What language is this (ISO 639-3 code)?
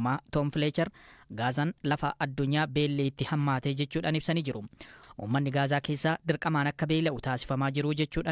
orm